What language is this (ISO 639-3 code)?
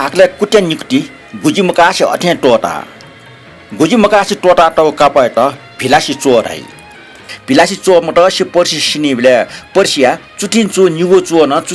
new